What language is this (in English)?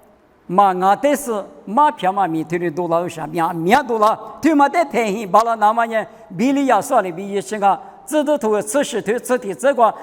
Lisu